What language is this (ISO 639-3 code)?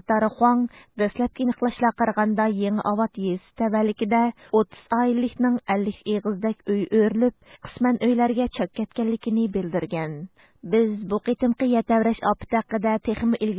uig